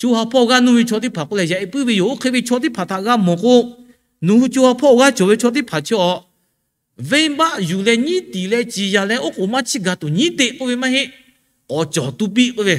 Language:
Lahu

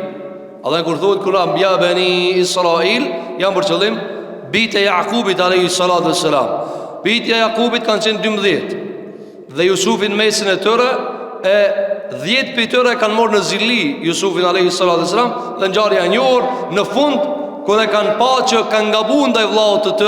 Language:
Albanian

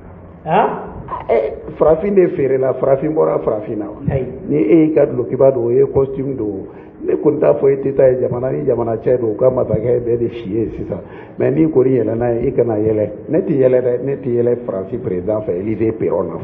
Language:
Bambara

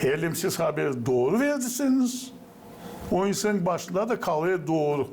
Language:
Gagauz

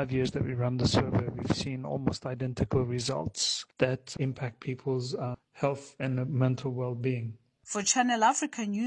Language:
English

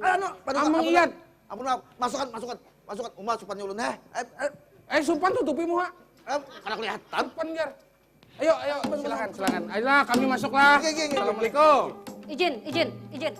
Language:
Banjar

